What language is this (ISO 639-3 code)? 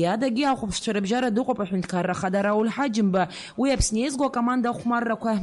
abk